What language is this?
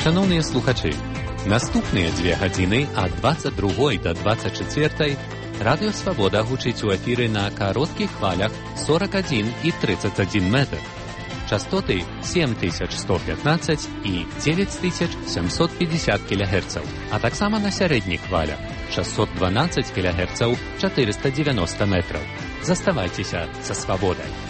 Belarusian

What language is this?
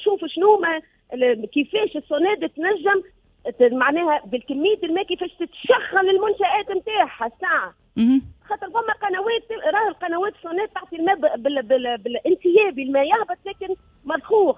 Tunisian Arabic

